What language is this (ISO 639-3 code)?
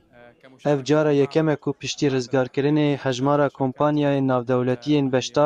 kur